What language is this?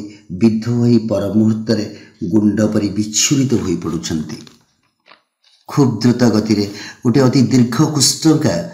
Odia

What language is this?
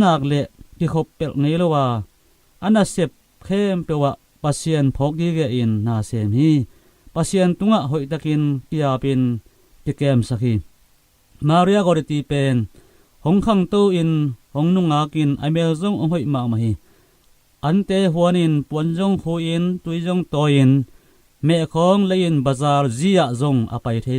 Tedim Chin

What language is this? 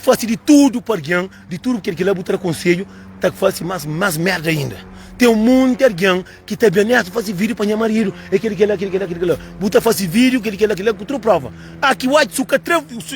Kabuverdianu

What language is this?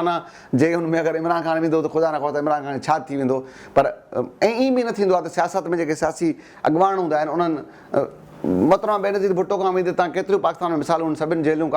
Sindhi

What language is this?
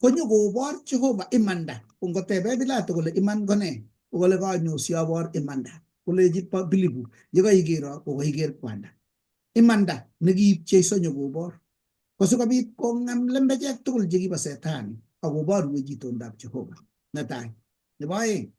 Kalenjin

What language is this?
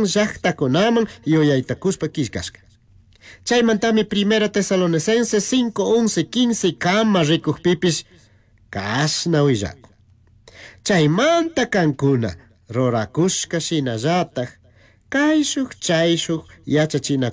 Chimborazo Highland Quichua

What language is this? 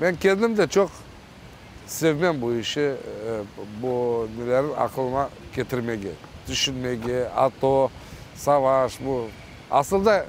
Crimean Tatar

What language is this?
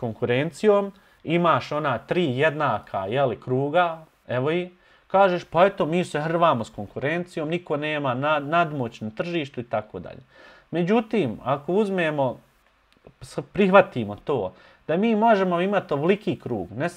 Serbian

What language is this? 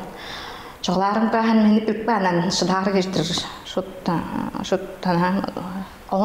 Tuvinian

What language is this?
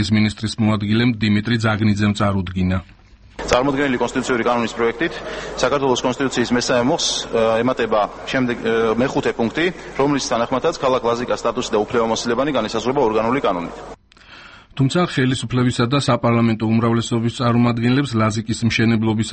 Georgian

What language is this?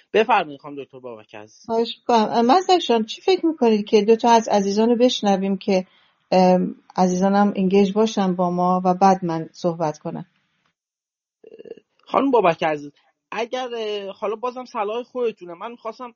Persian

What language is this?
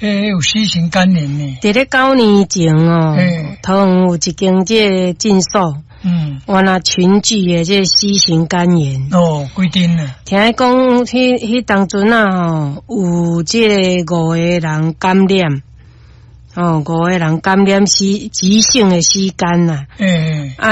Min Nan Chinese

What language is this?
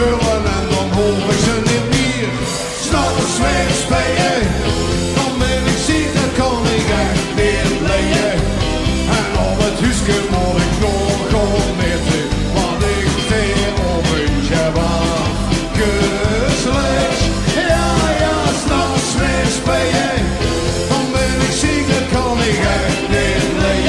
Limburgish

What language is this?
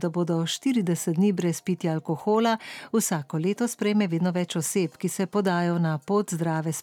Slovenian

